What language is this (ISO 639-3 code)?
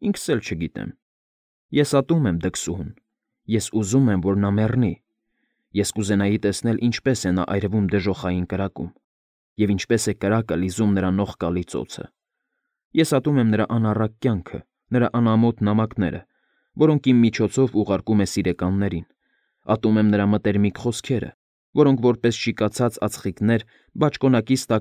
hye